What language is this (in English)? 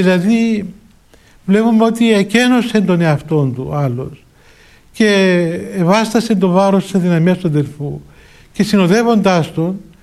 Greek